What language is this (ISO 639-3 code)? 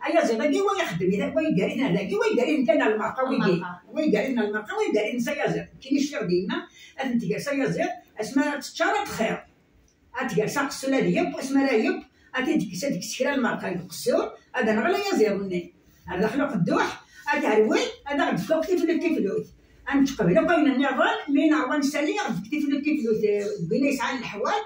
kab